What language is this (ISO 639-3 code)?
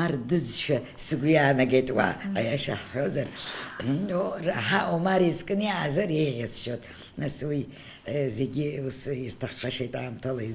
abk